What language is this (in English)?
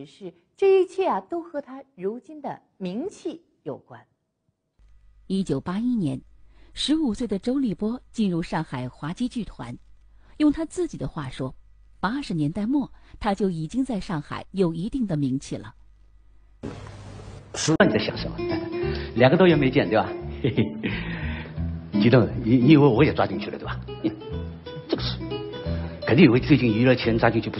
Chinese